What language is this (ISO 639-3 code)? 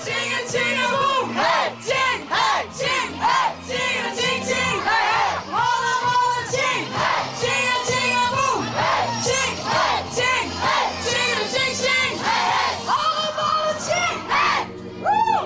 fry